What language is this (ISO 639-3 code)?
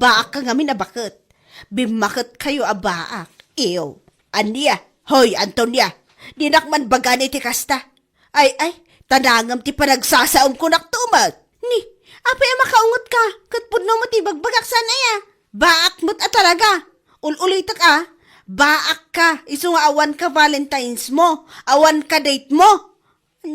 ilo